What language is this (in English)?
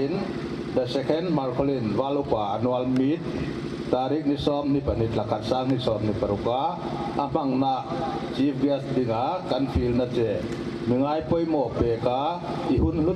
Hmar